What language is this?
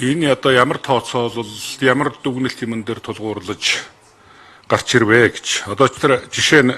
Mongolian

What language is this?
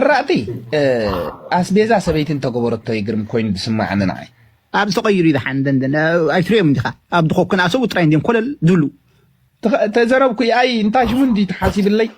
Tigrinya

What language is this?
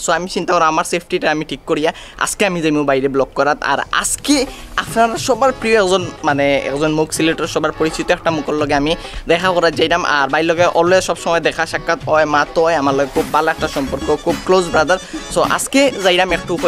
Sylheti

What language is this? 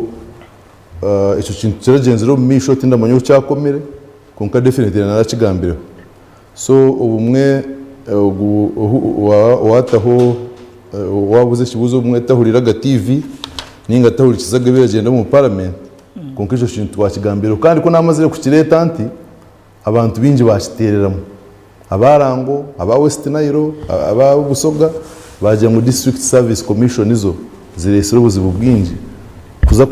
Nyankole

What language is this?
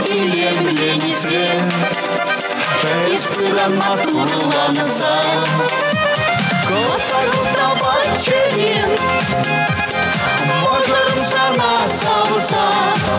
Chuvash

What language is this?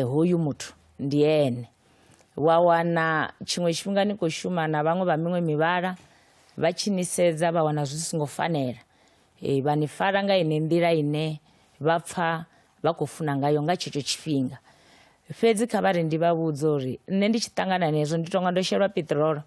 Venda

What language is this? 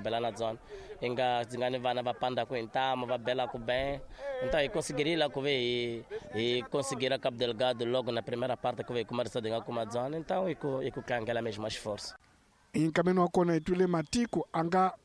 Tsonga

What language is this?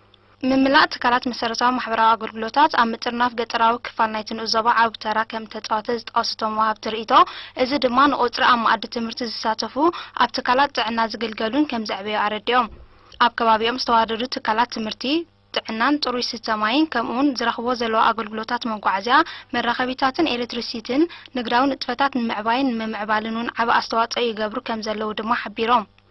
Tigrinya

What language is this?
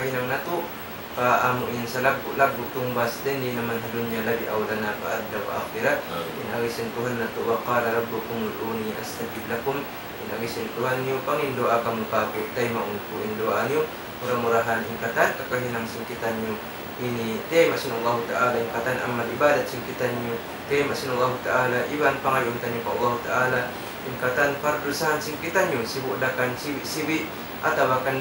Tausug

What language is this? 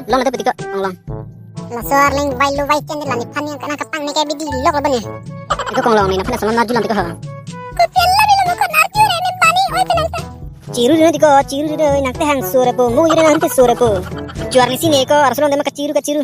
Karbi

